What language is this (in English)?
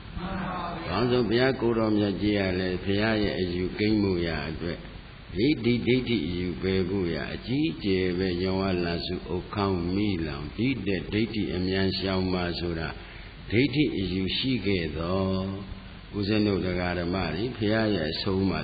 Burmese